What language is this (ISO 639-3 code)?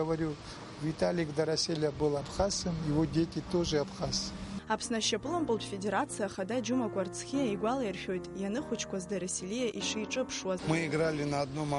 abk